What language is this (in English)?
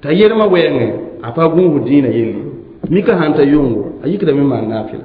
Mossi